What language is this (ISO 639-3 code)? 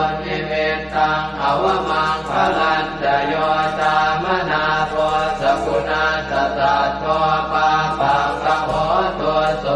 pli